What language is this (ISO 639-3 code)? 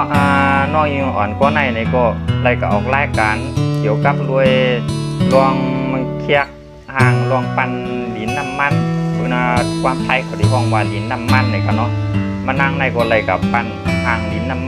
shn